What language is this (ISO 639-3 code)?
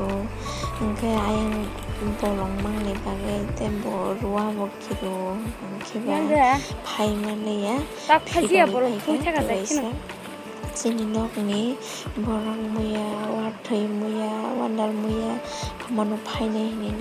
trp